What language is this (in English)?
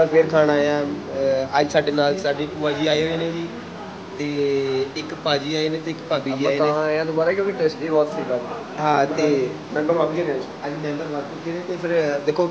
Punjabi